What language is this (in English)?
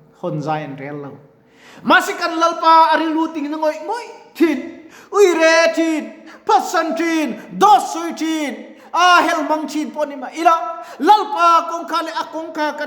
Mizo